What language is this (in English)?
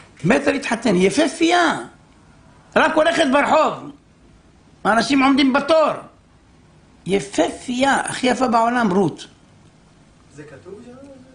Hebrew